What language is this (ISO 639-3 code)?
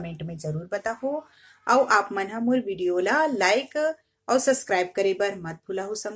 hne